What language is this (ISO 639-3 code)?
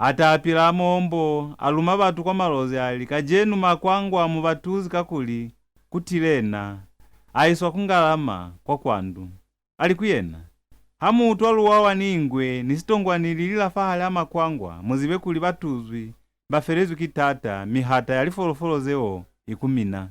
loz